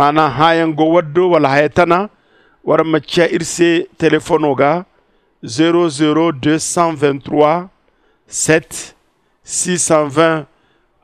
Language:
Zarma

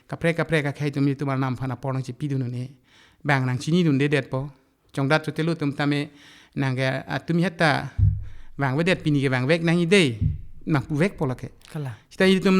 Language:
Karbi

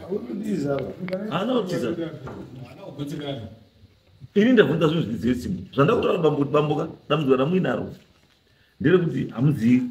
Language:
Shona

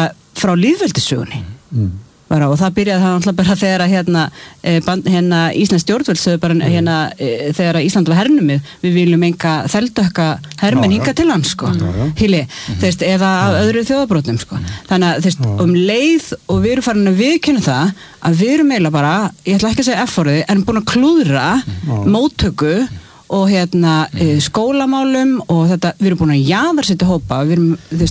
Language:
Icelandic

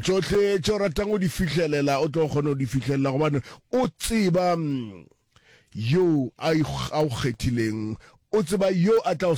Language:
Northern Sotho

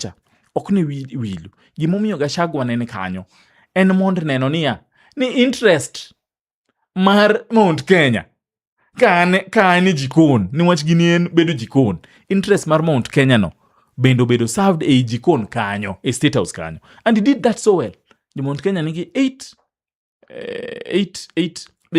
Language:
Luo (Kenya and Tanzania)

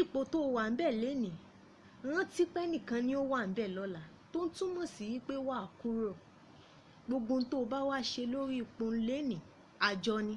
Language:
Yoruba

